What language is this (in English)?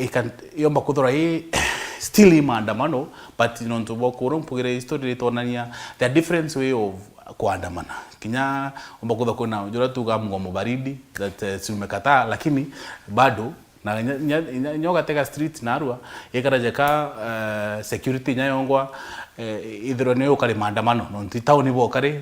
Meru